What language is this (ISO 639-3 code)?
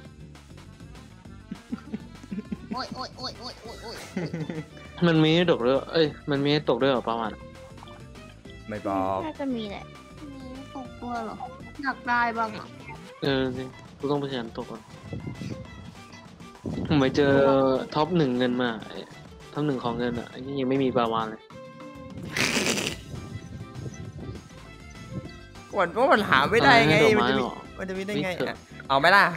tha